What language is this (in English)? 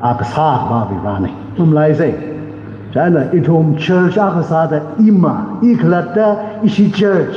Tangkhul Naga (India)